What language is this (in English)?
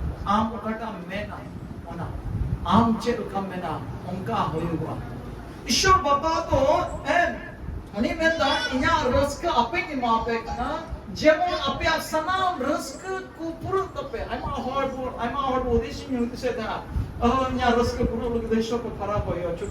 Santali